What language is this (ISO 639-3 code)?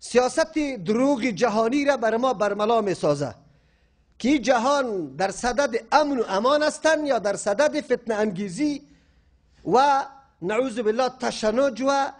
fas